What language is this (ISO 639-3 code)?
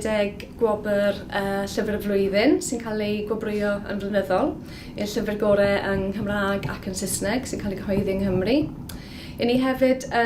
cym